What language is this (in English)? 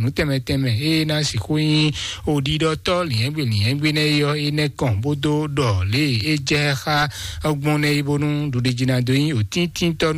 Fon